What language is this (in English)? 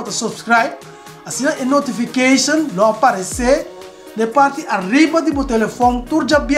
Papiamento